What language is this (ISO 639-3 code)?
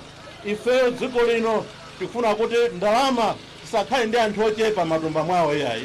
nya